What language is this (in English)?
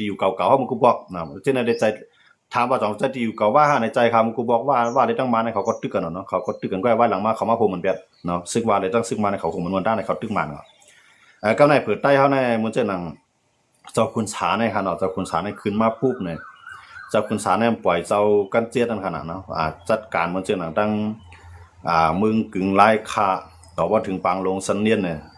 Shan